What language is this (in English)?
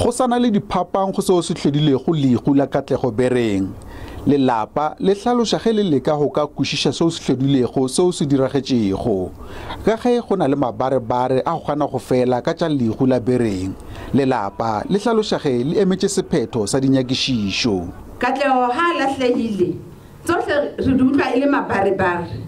Northern Sotho